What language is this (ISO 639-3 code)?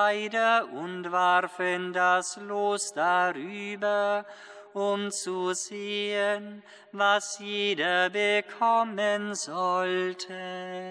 deu